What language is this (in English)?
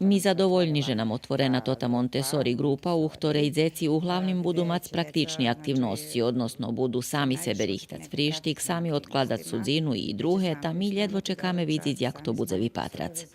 Rusyn